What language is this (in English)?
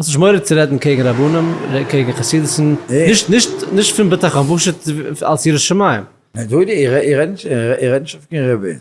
Yiddish